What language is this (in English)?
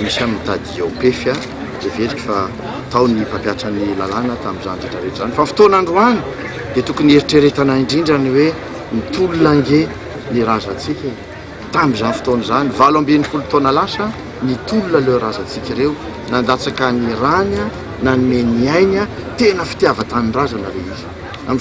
Malagasy